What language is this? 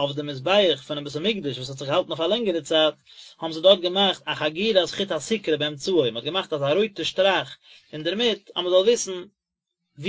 Yiddish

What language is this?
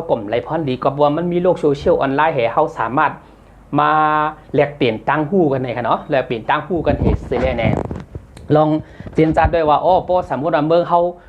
Shan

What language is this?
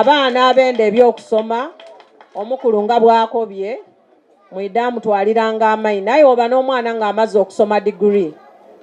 Soga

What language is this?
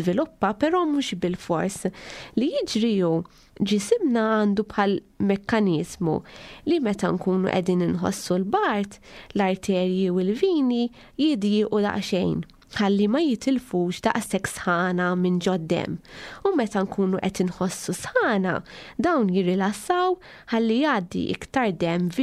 Maltese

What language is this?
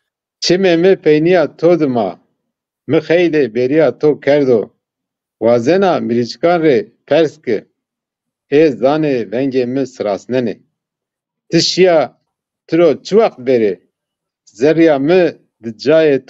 Zaza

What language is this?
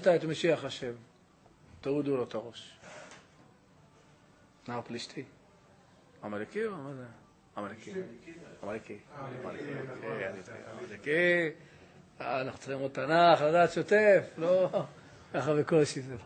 Hebrew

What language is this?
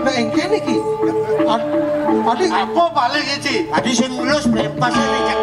Balinese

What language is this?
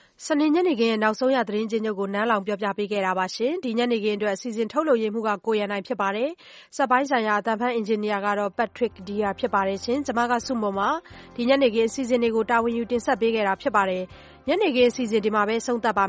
Burmese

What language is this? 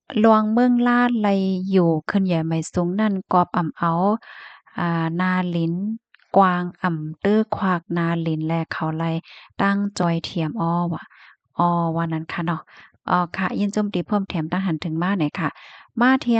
Shan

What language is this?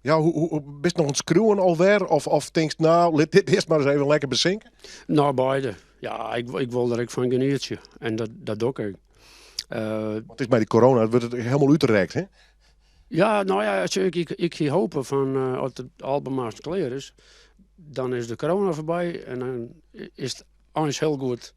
Western Frisian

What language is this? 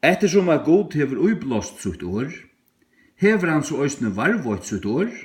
Faroese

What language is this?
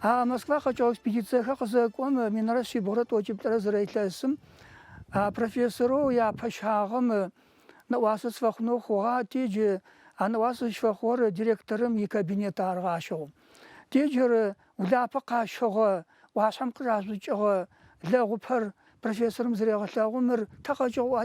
Adyghe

